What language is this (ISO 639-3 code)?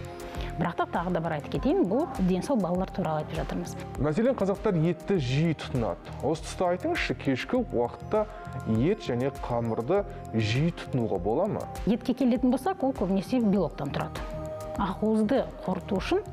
kaz